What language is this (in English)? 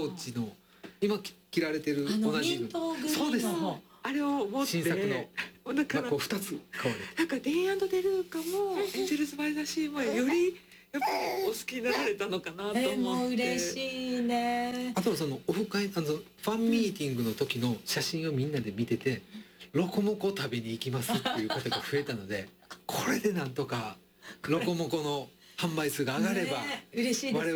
Japanese